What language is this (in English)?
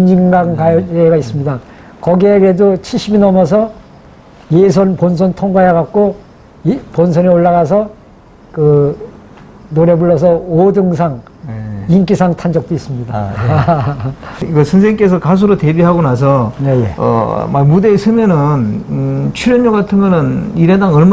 Korean